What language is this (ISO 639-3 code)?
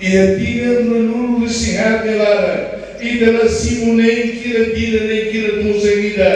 tet